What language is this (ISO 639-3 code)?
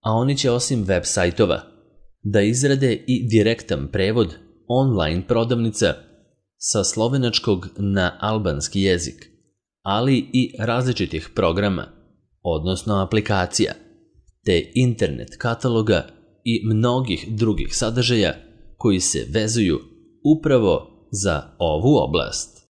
srp